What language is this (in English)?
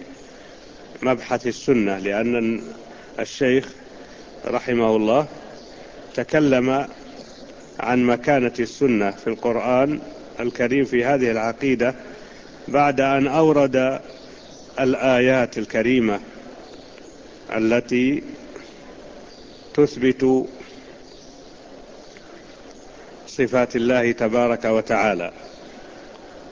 Arabic